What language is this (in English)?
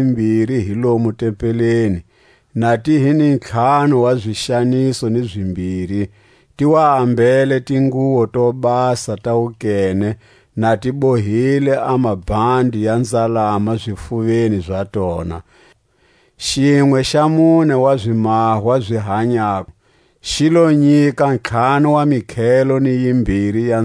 Tswa